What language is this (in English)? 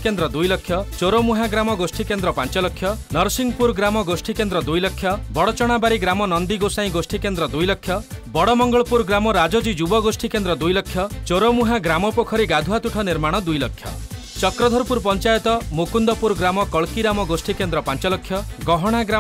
Odia